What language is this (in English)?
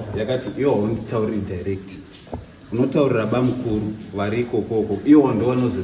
Shona